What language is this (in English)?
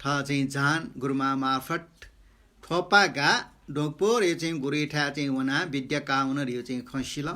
Newari